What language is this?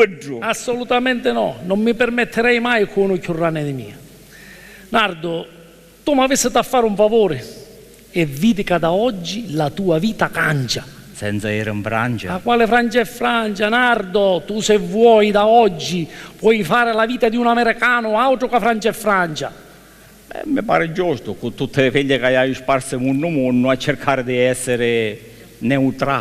Sicilian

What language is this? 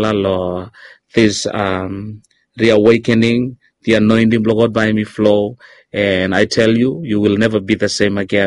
Bislama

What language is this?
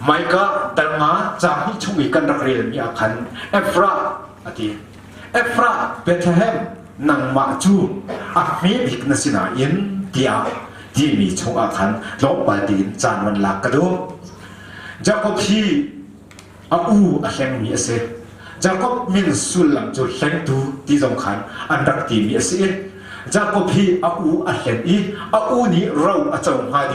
Hakha Chin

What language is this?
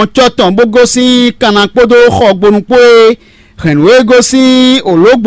Fon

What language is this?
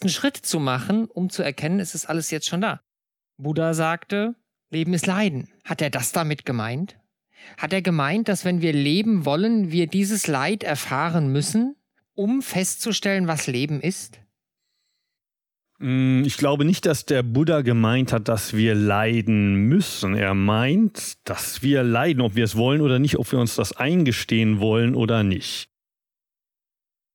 German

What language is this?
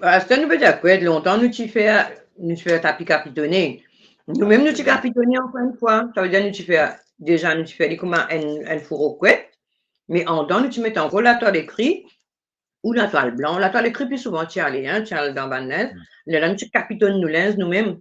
Morisyen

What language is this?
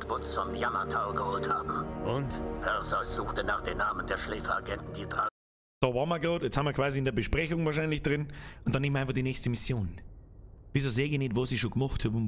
Bavarian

